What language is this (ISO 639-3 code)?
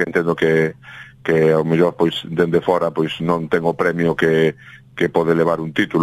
glg